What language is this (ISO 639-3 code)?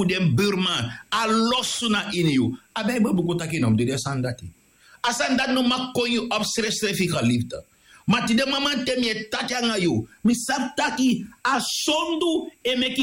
srn